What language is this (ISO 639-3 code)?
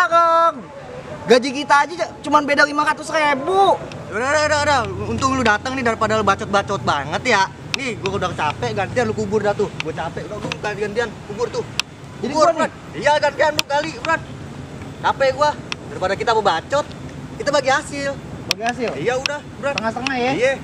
bew